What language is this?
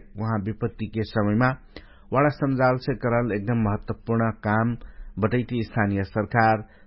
Dangaura Tharu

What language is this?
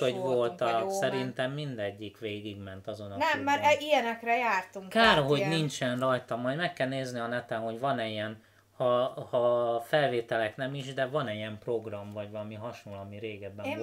Hungarian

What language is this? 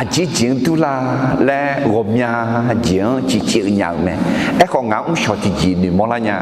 Akha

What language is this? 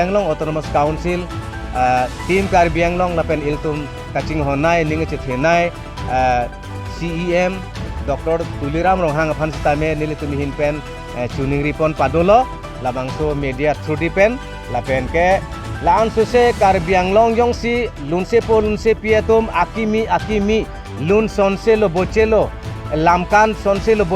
Karbi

